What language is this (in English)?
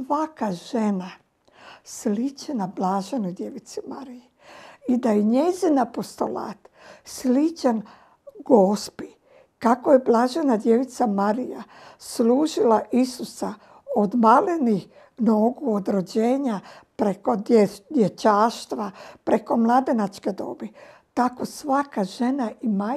Croatian